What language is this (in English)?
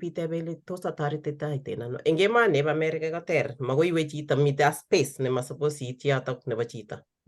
Kalenjin